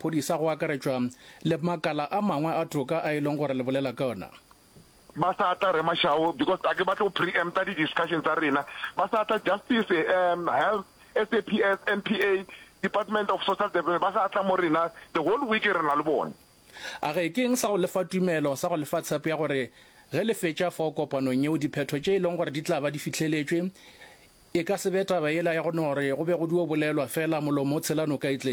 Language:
Northern Sotho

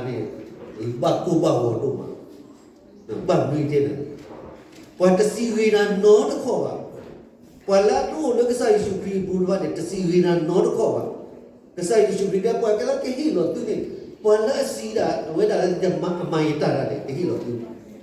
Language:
S'gaw Karen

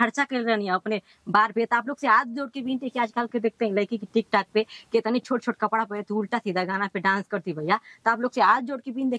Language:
Bhojpuri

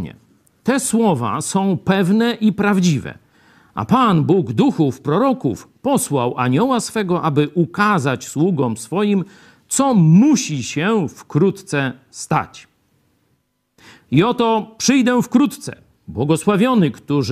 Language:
Polish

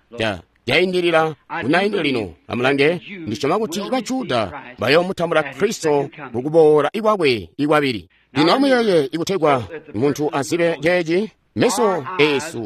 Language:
Tonga (Zambia)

